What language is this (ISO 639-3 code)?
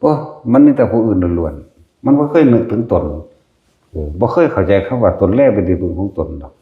lao